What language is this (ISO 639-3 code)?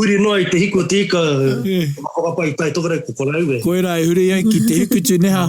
mri